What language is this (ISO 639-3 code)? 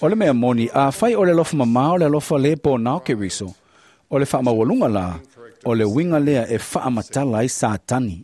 smo